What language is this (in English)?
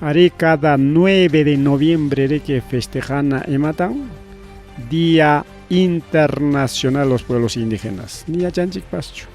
Ayacucho Quechua